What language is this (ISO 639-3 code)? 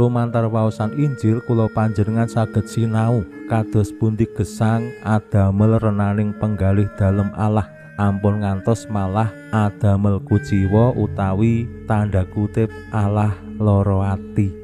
jav